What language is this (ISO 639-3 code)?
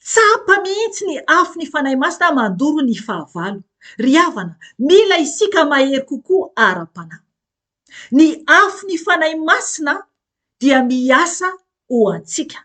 mlg